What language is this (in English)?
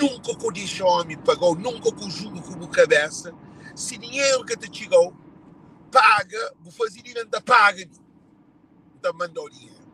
Kabuverdianu